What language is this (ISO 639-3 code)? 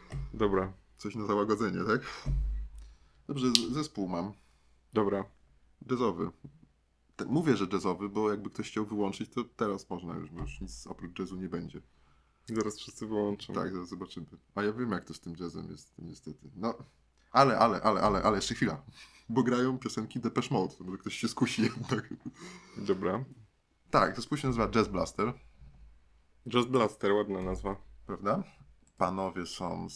pol